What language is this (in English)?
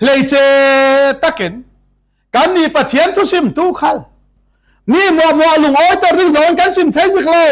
Falam Chin